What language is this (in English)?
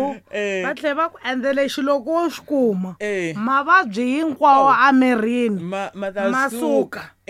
Tsonga